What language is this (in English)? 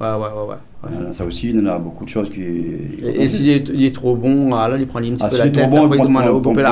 Réunion Creole French